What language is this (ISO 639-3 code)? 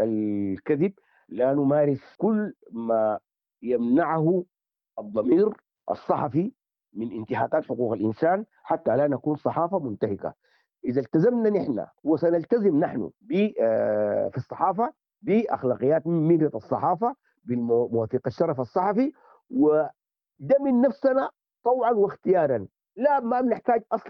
apd